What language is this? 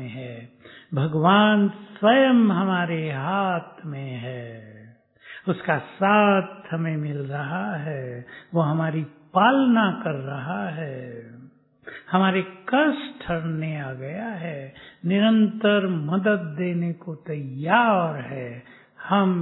Hindi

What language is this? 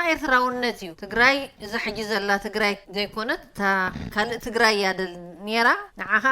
Tigrinya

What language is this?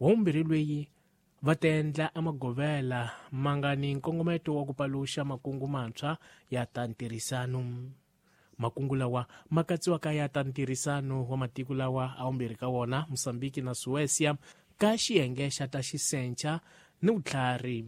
Tsonga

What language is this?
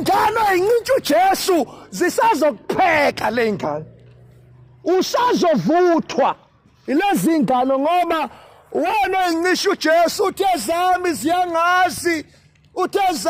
Zulu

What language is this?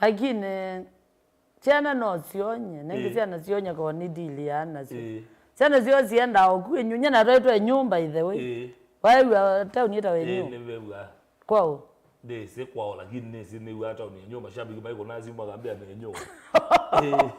Kamba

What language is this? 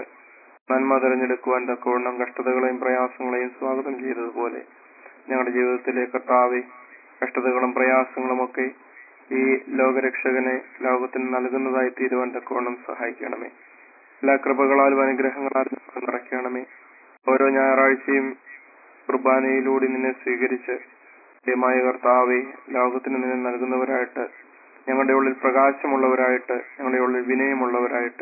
Malayalam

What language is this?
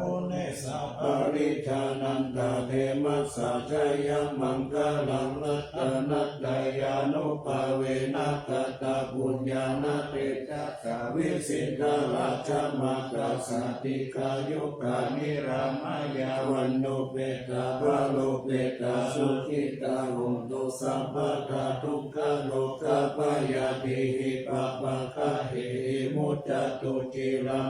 Pali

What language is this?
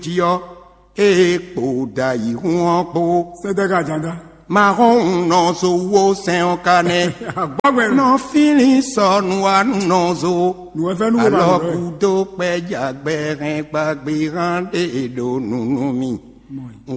Fon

